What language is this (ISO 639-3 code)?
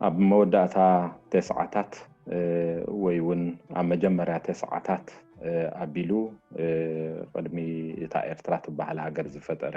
tir